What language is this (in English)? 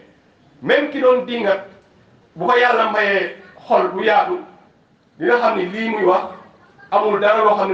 Wolof